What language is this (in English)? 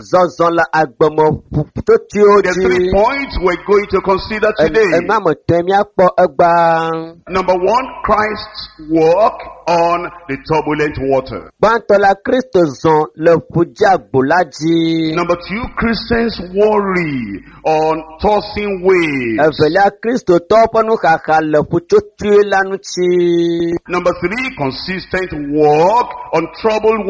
Ewe